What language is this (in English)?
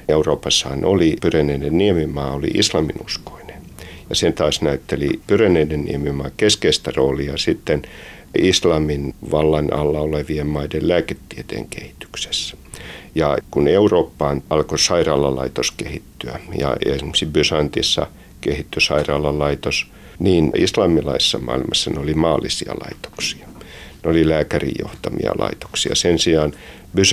Finnish